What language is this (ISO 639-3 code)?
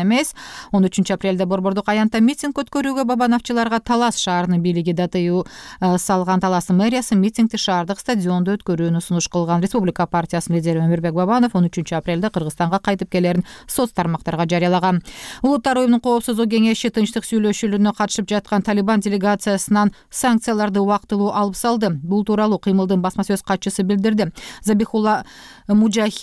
kir